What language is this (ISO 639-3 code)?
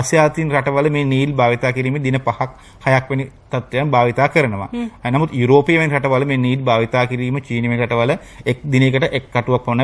sin